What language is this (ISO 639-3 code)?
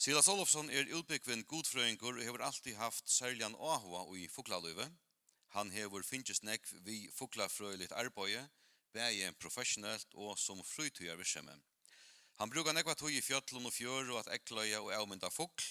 fao